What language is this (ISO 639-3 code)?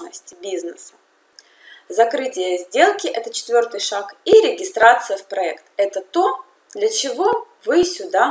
rus